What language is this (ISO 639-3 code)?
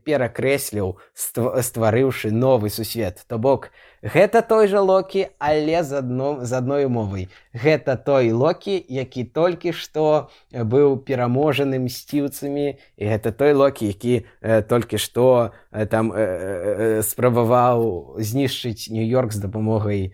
bel